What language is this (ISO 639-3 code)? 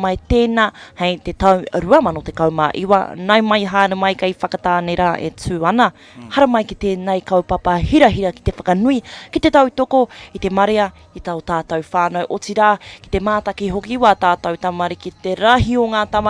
mri